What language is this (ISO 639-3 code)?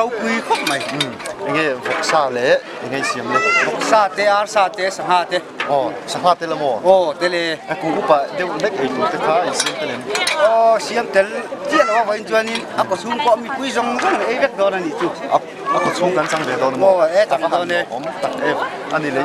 lus